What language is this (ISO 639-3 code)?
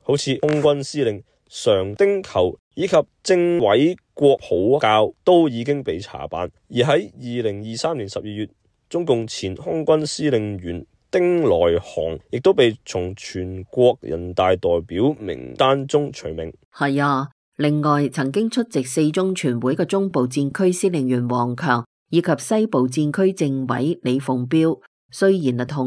yue